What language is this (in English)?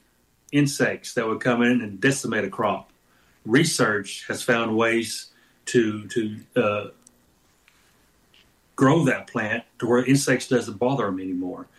English